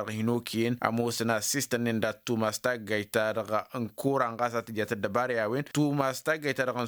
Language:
Tamasheq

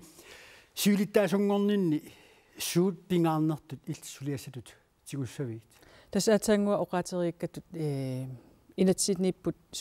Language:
Kalaallisut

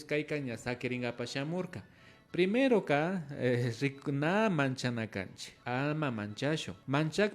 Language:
Imbabura Highland Quichua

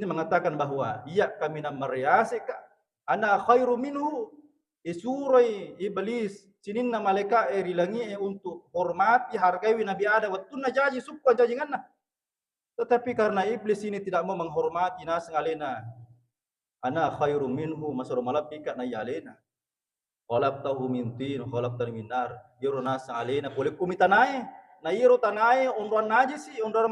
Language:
Buginese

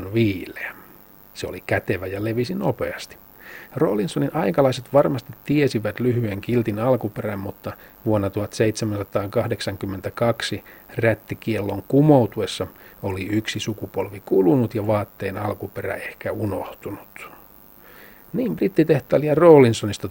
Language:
Finnish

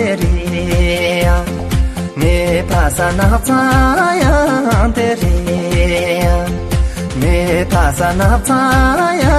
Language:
Tibetan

